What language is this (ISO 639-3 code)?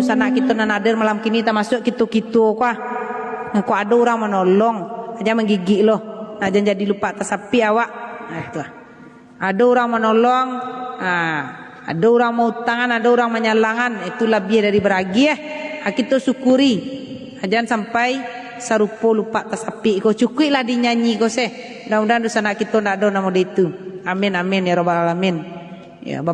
min